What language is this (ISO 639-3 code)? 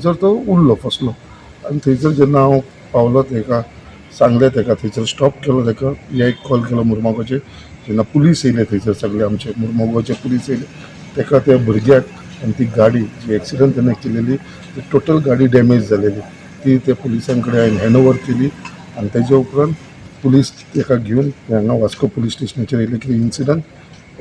kok